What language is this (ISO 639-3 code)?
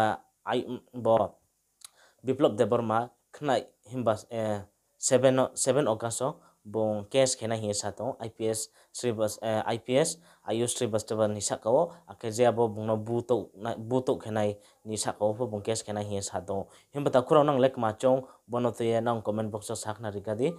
ria